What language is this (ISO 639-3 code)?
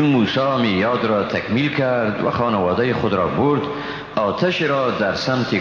fas